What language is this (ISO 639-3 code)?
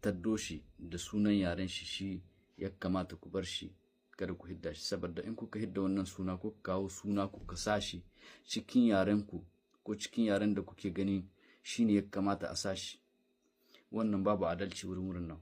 hau